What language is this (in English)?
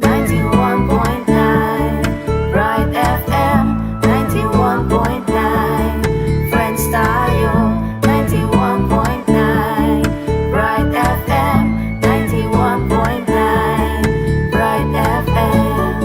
Pampanga